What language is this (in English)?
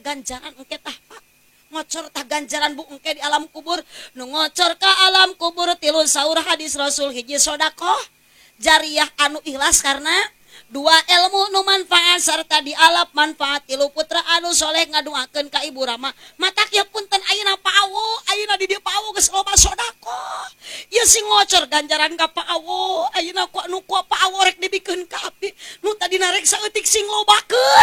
Sundanese